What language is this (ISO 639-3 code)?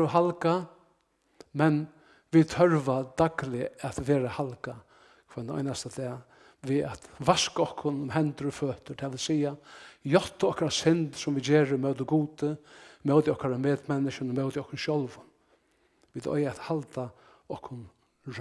fao